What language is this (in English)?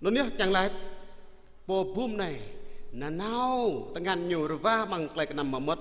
Jarai